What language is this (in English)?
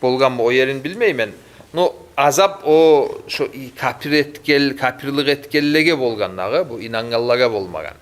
Kumyk